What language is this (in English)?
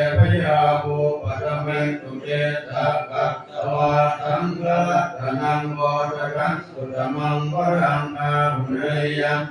Pali